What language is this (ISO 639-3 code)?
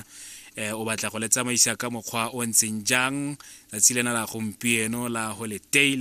tsn